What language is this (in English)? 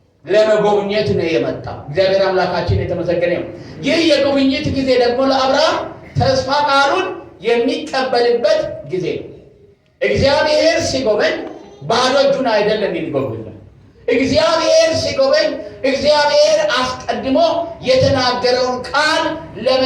Amharic